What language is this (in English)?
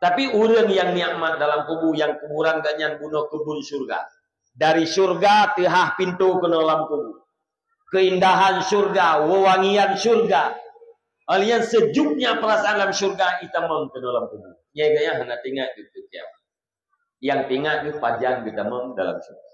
Achinese